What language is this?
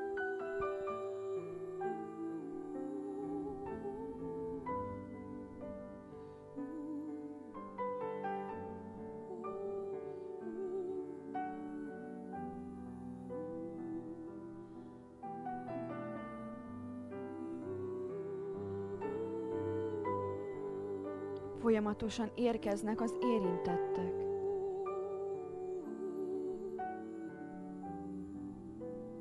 Hungarian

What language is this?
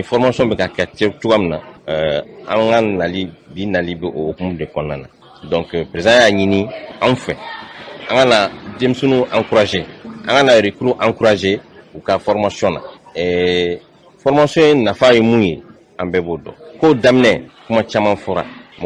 Bambara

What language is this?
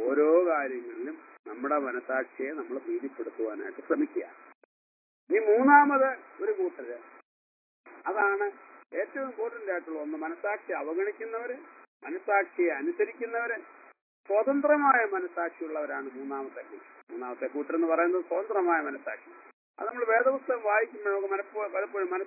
Malayalam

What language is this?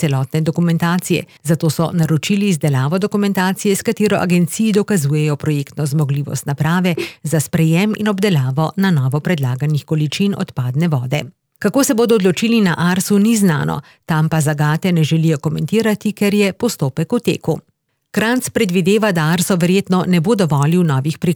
Slovenian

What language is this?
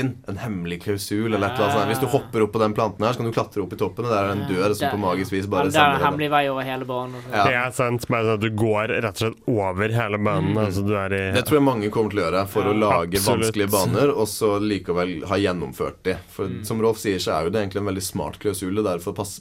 Norwegian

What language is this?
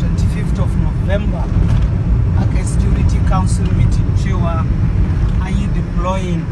Hausa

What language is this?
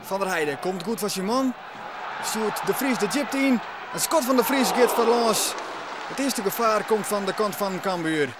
Western Frisian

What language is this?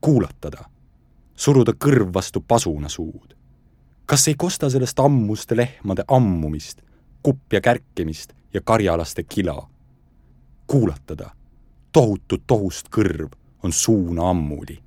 Estonian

